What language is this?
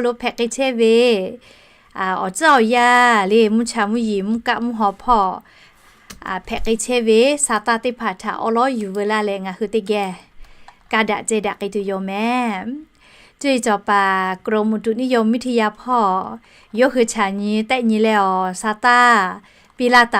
Lahu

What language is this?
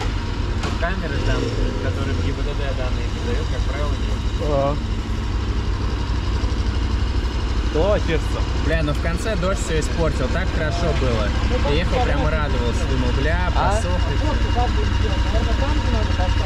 Russian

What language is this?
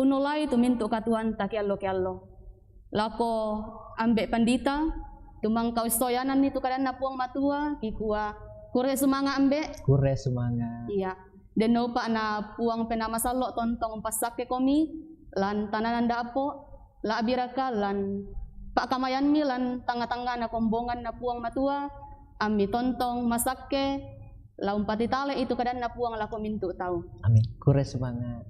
Toraja-Sa'dan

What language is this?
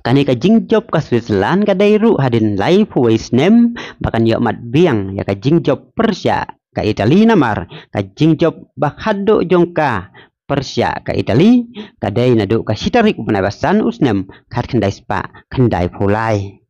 Khasi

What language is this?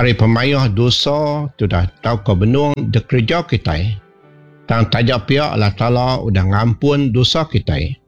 Iban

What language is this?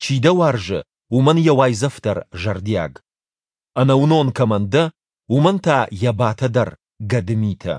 Ossetic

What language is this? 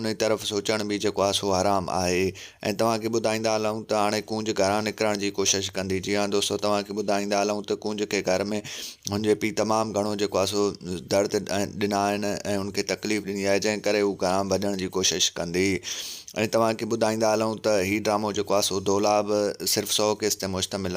Sindhi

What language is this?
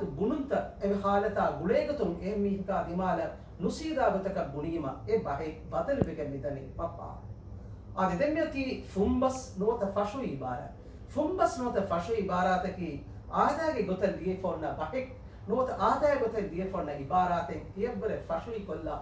Divehi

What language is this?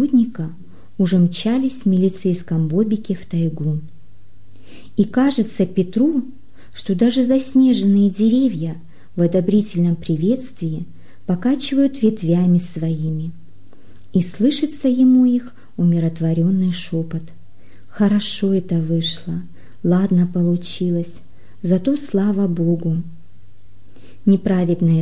Russian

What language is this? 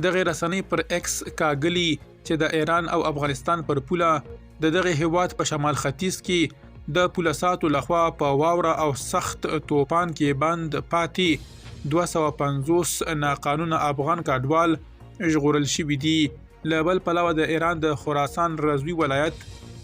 Pashto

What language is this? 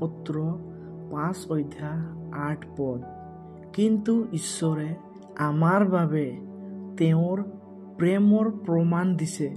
Assamese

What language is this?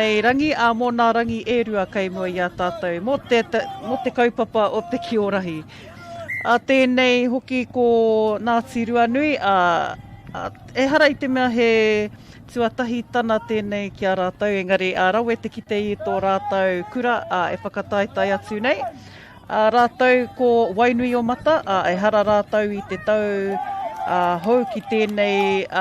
Māori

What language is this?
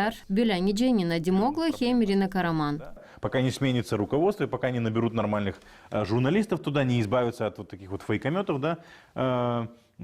Gagauz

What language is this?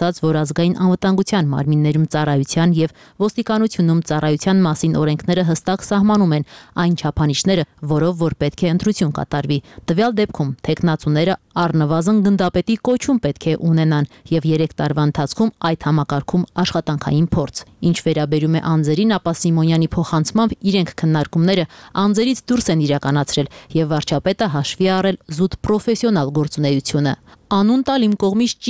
Armenian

